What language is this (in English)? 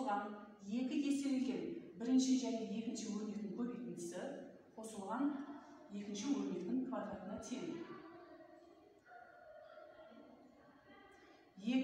Kazakh